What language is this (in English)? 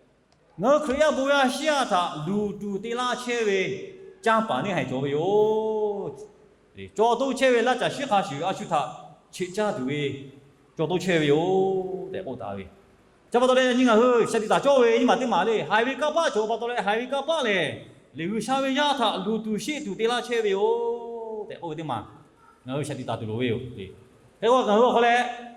Lahu